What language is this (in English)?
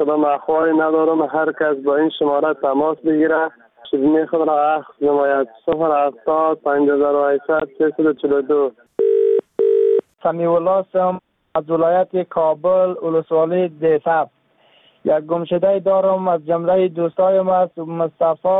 Persian